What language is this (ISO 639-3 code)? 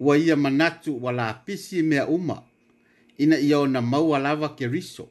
smo